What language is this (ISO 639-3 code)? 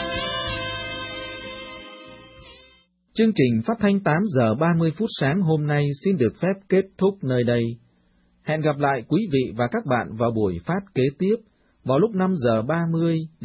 vie